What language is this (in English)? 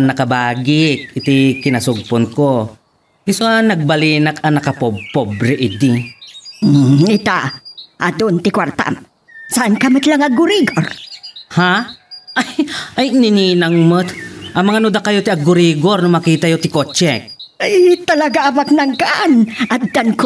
Iloko